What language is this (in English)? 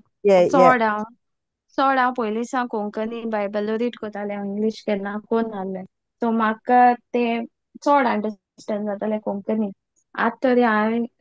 Konkani